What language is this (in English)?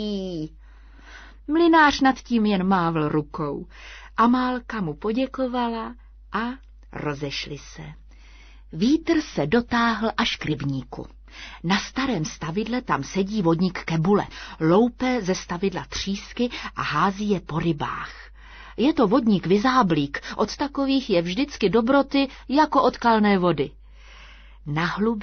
Czech